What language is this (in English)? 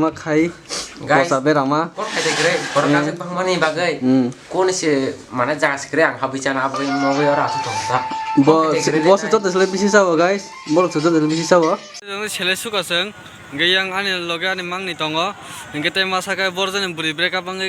Kok Borok